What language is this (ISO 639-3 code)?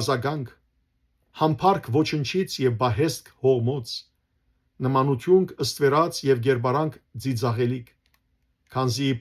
hyw